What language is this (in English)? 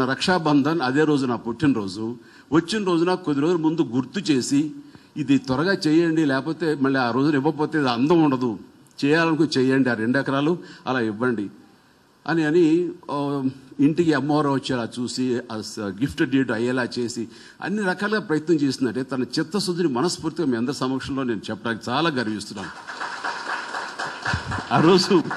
Telugu